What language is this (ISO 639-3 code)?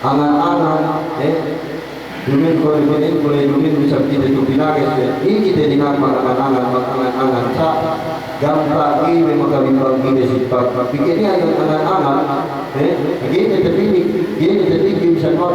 yka